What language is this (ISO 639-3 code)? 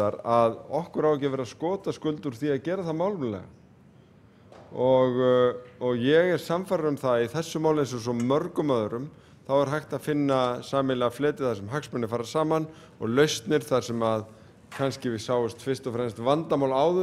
isl